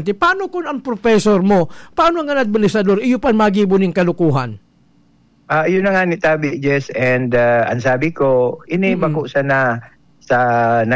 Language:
Bikol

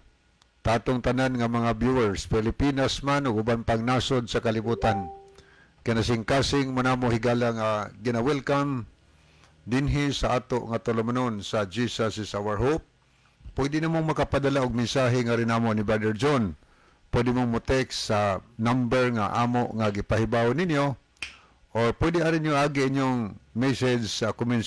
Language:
Cebuano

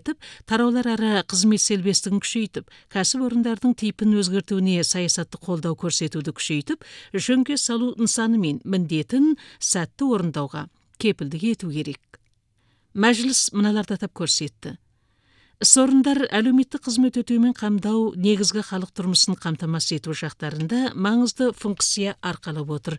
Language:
Kazakh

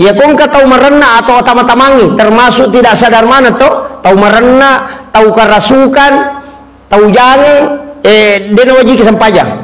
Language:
Buginese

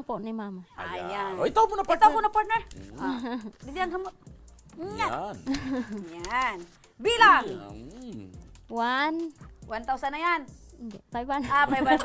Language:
Bikol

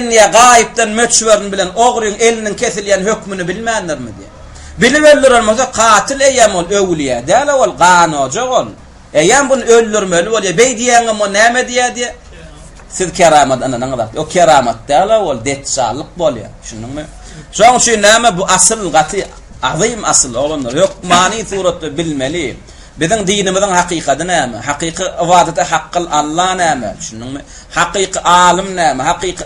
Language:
Turkmen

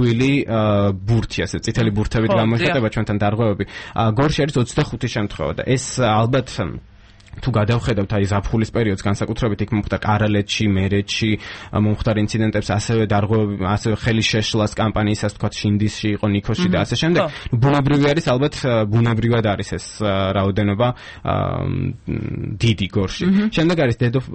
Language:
Georgian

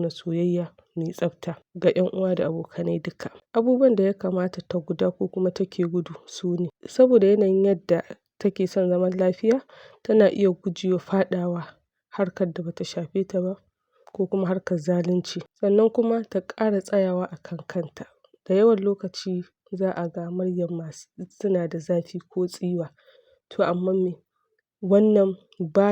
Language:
Hausa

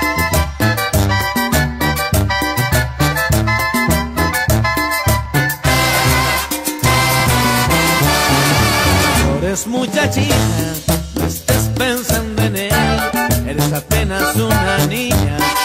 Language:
Spanish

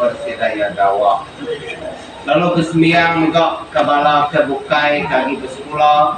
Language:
Iban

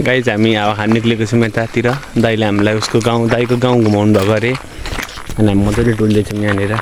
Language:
Nepali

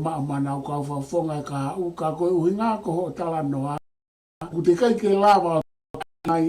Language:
Tongan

